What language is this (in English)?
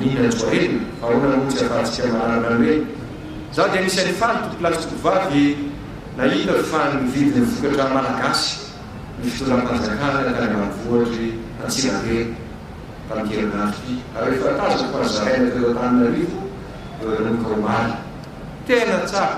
Malagasy